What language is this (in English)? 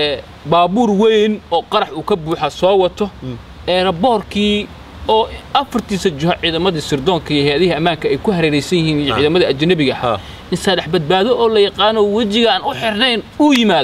Somali